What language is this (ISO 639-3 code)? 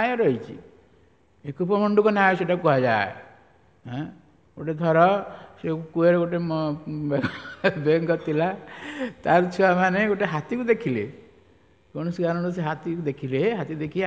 ori